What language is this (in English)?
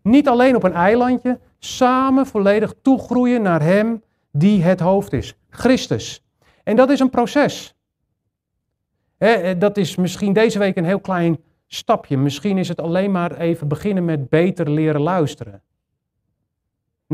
Dutch